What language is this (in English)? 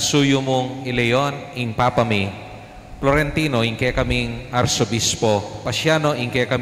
Pampanga